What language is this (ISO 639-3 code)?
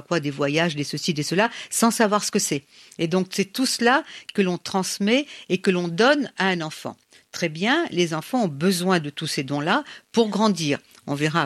fra